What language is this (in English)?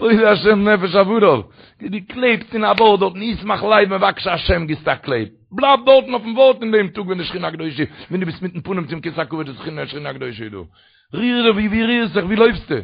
Yiddish